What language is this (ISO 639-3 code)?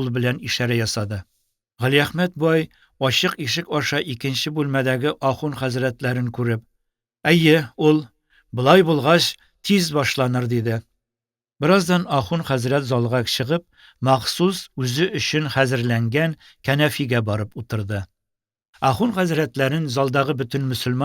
tat